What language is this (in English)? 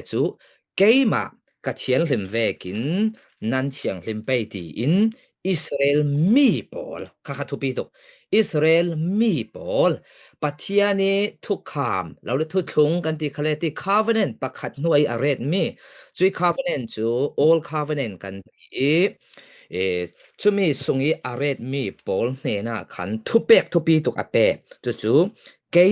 Falam Chin